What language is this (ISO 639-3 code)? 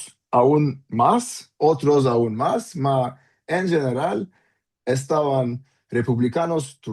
lad